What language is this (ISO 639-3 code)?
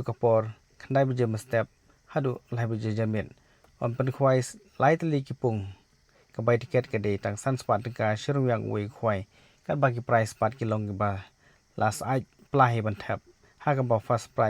kha